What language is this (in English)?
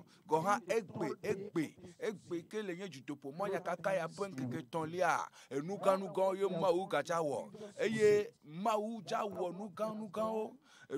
Ewe